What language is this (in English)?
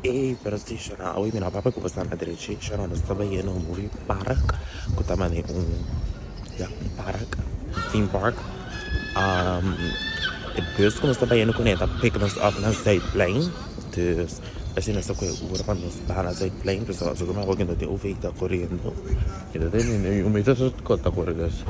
Papiamento